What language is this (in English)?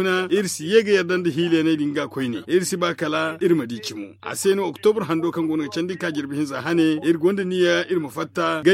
Zarma